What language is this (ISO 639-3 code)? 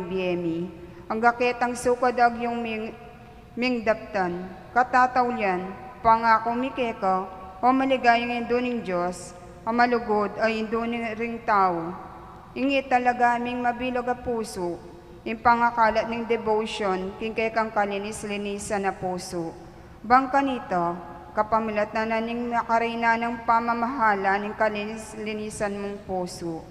pam